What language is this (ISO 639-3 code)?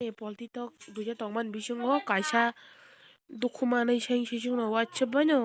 trp